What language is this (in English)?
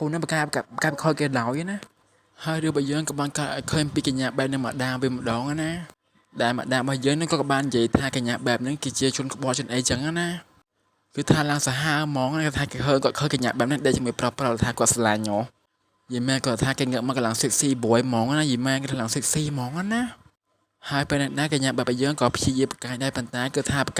Khmer